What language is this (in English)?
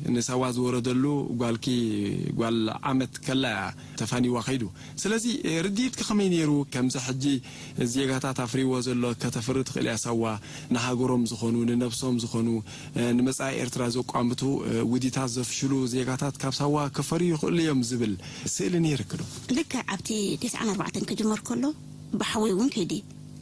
Tigrinya